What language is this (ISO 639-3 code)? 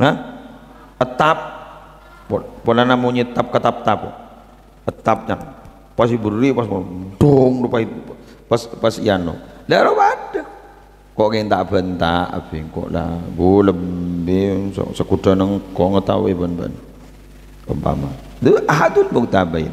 mad